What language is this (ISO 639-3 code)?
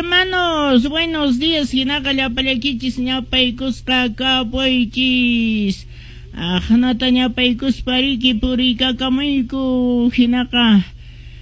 que